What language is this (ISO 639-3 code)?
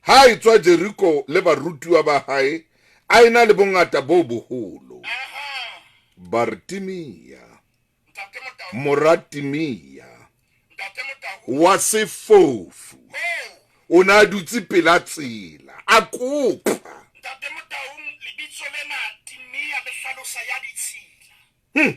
sot